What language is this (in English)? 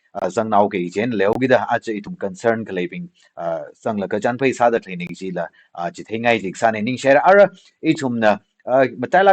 Tangkhul Naga (India)